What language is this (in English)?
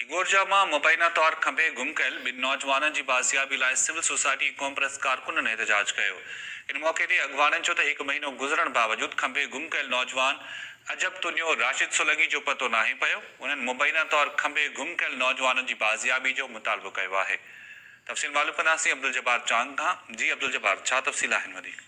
Sindhi